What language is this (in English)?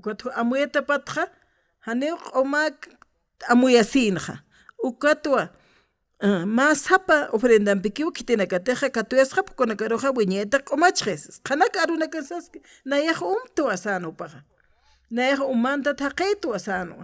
Aymara